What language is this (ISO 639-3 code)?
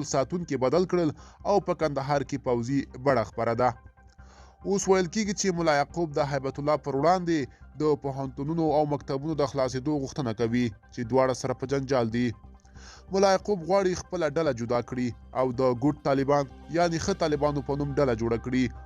pus